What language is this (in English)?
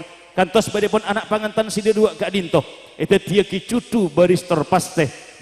Madurese